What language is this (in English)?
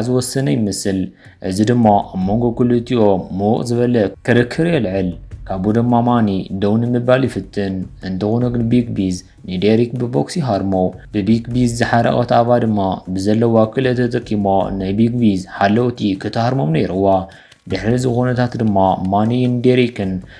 Tigrinya